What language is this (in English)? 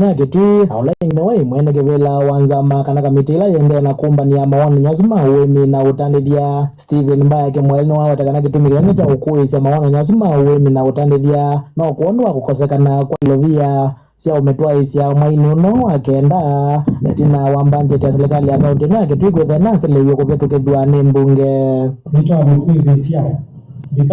Kamba